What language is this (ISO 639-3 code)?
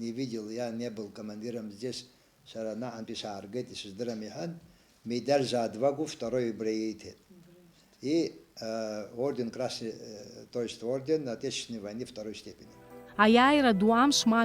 abk